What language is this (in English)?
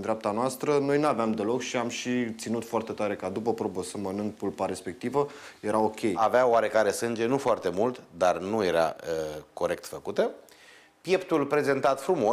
Romanian